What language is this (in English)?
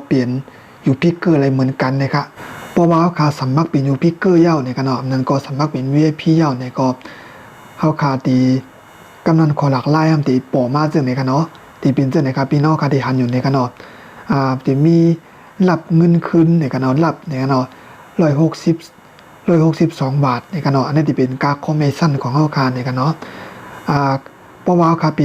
Shan